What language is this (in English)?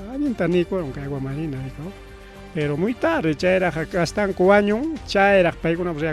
Ayacucho Quechua